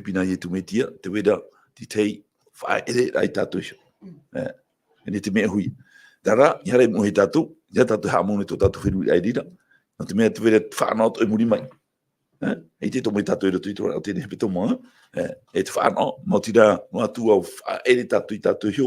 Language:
Tahitian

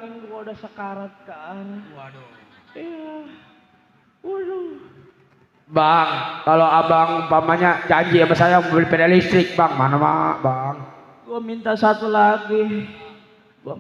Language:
Betawi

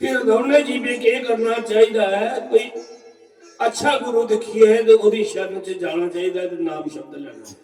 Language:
Dogri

